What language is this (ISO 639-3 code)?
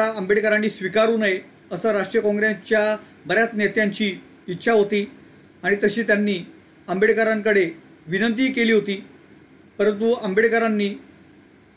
mar